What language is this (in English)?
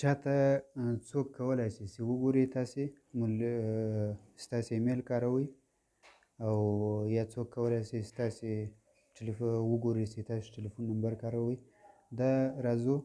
Pashto